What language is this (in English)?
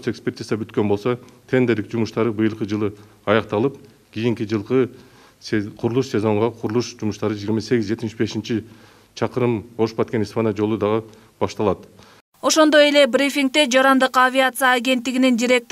Kyrgyz